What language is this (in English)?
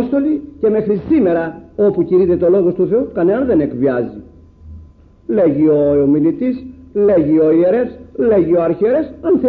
Greek